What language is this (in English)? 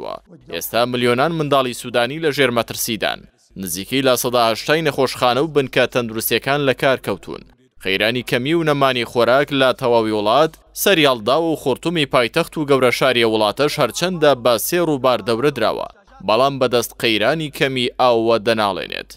Central Kurdish